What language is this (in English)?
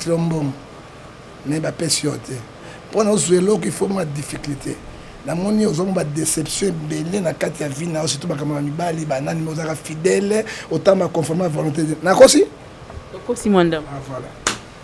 Lingala